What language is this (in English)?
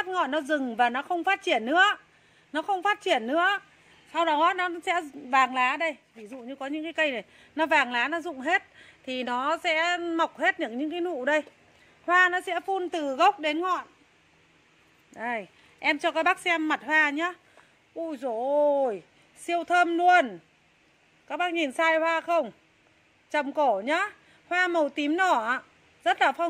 Vietnamese